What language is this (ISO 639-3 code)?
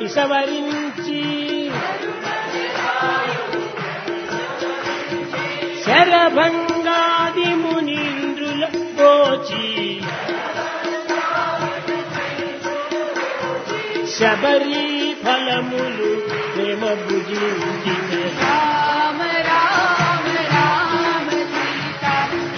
tel